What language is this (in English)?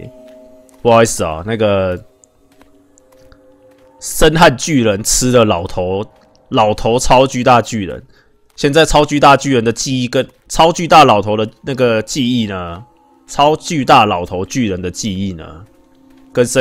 Chinese